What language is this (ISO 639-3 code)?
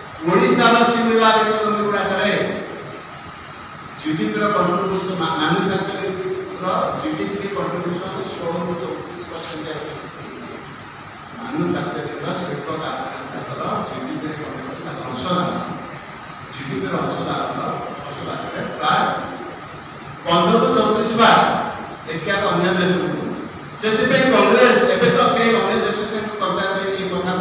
ori